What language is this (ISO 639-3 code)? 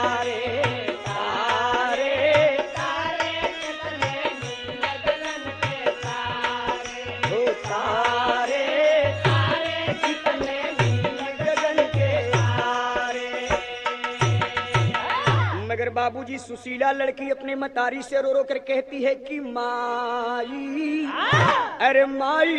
bho